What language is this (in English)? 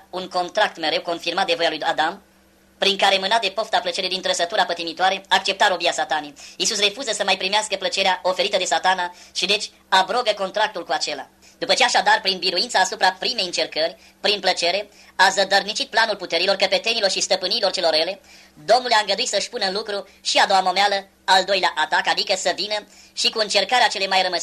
Romanian